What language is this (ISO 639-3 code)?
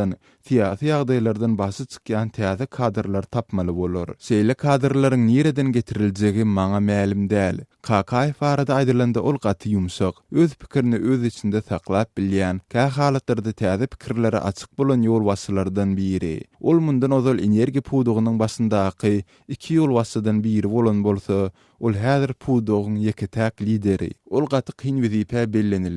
tuk